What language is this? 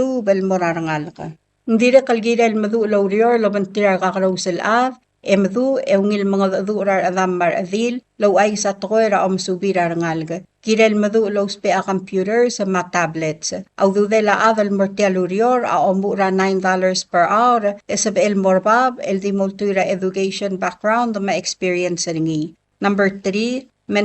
Palauan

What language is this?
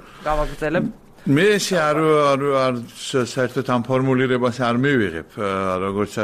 Georgian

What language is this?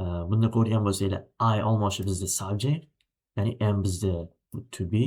Uzbek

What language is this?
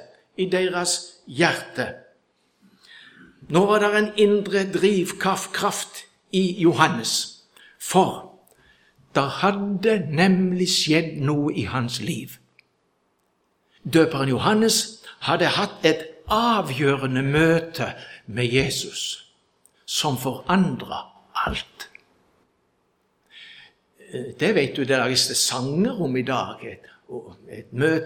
Norwegian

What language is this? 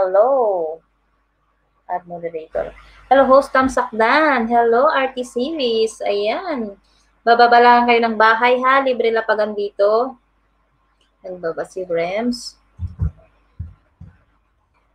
Filipino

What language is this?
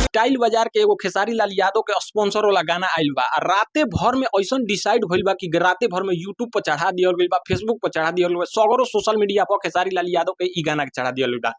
Bhojpuri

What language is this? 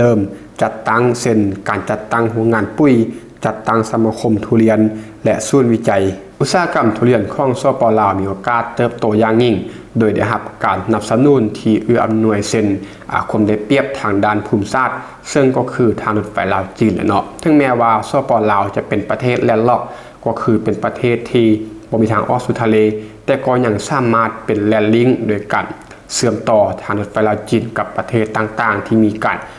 Lao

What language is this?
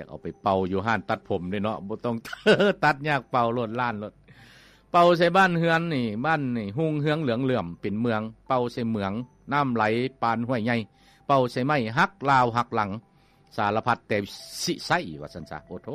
Lao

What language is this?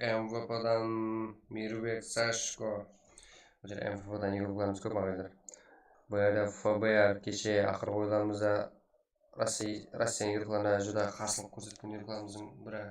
Kara-Kalpak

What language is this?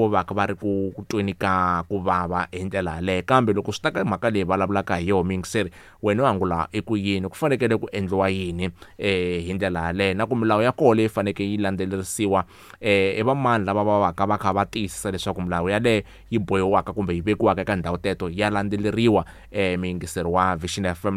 Tsonga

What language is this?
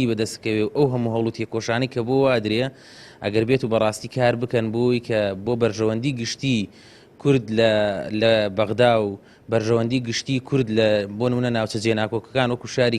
Central Kurdish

